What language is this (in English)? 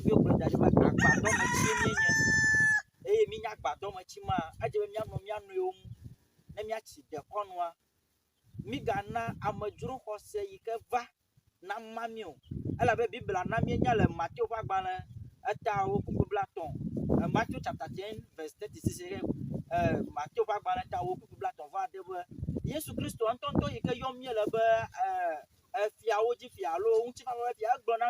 Ewe